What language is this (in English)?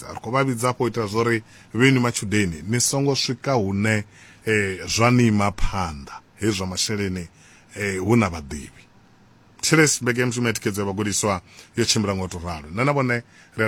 Venda